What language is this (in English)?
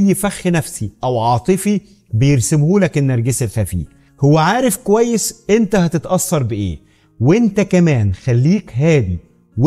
Egyptian Arabic